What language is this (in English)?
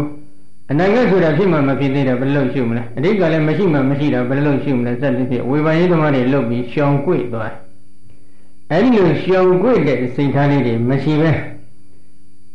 Burmese